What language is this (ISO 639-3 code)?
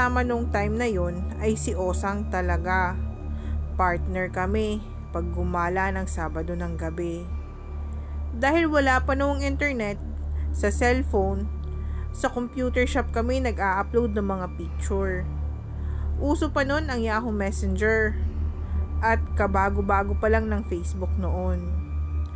fil